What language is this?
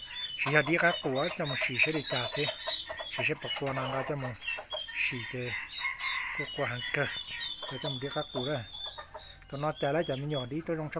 Hmong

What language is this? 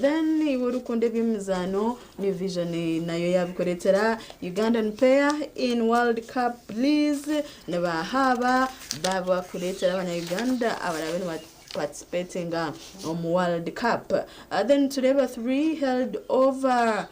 Nyankole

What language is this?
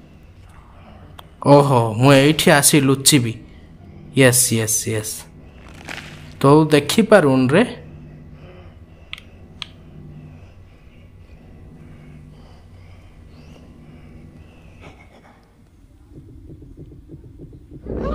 Odia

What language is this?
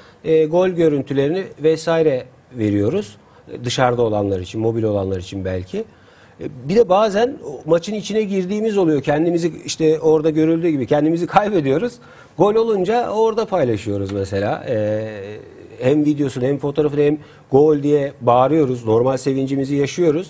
Turkish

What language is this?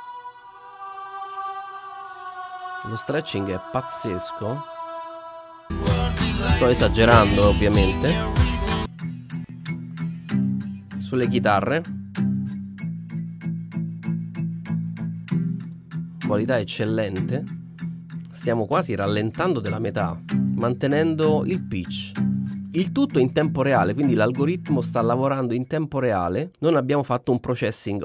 Italian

